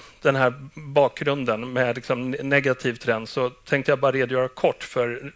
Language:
Swedish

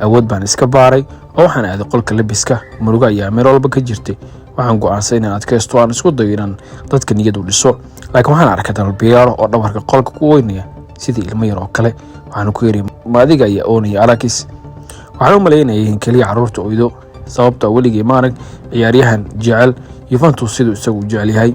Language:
Somali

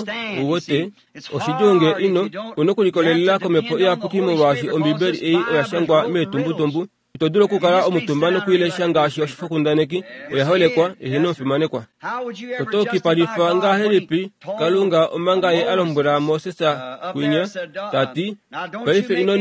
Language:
Kuanyama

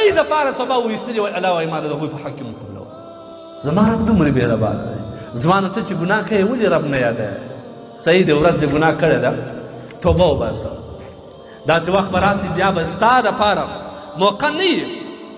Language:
Pashto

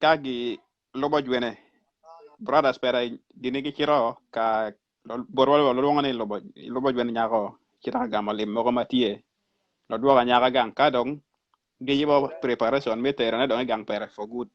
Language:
Acoli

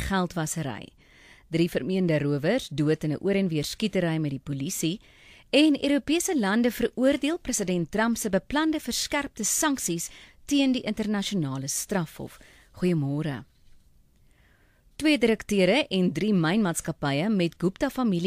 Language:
Afrikaans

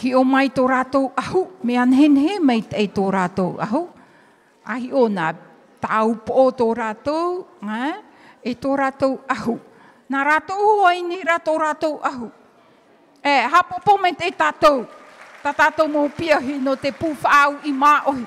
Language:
Tahitian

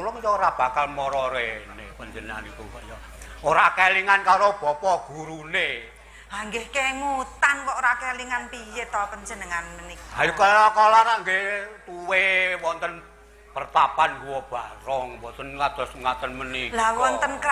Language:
Javanese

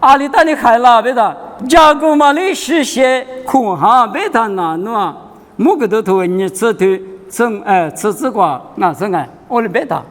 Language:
Lisu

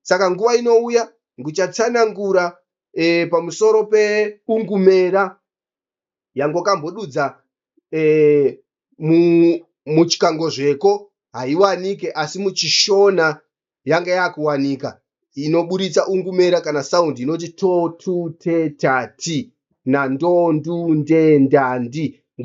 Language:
Shona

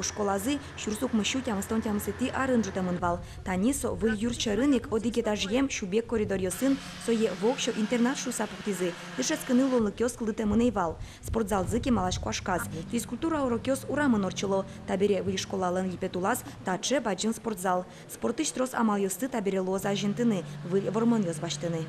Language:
Udmurt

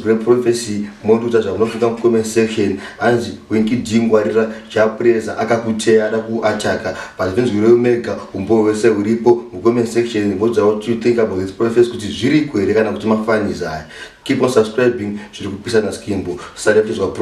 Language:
Shona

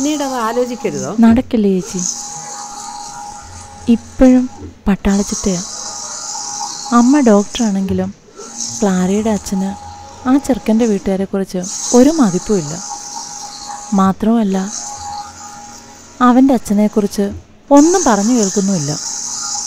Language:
Malayalam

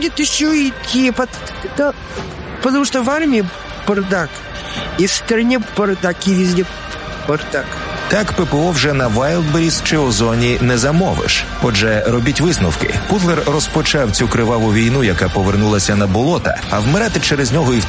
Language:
Ukrainian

